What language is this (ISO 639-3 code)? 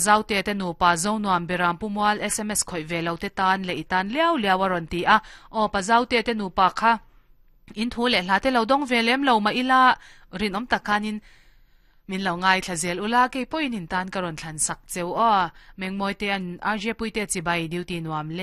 lus